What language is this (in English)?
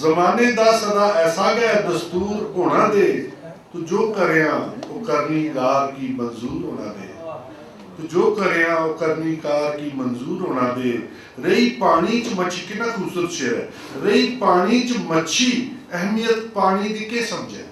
Dogri